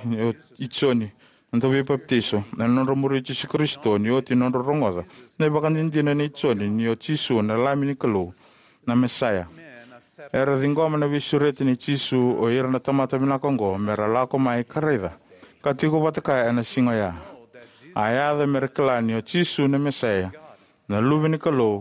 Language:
Fijian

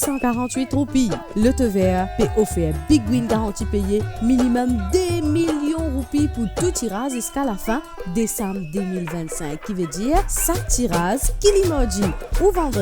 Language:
Morisyen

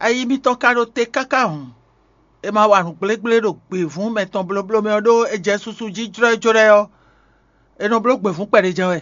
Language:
Fon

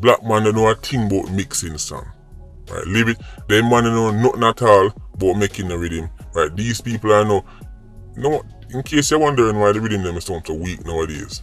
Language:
Jamaican Creole English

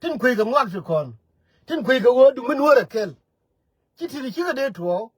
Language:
Nuer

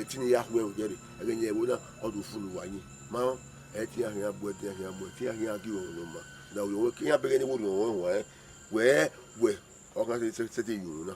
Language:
Bini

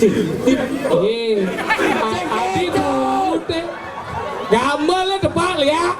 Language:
Balinese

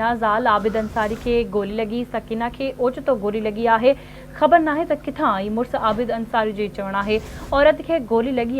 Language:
Sindhi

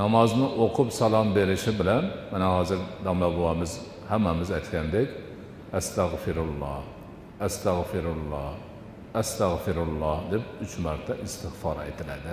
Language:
Uzbek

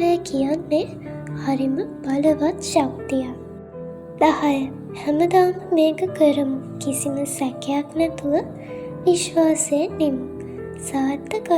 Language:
Sinhala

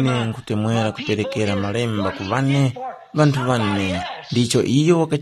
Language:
Tumbuka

